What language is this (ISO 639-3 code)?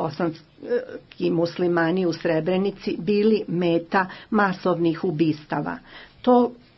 bos